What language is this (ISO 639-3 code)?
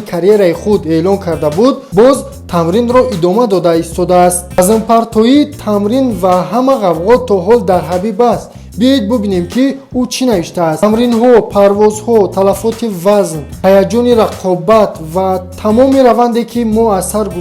tgk